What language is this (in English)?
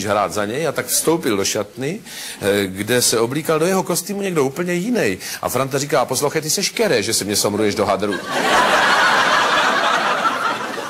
Czech